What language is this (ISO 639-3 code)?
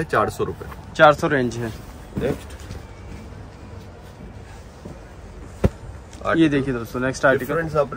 hin